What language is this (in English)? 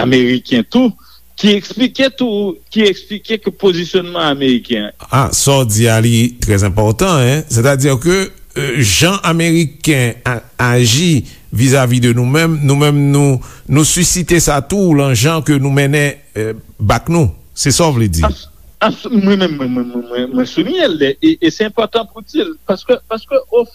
Haitian Creole